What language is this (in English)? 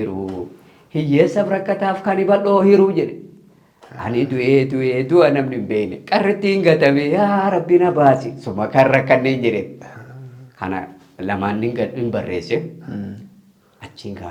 Oromo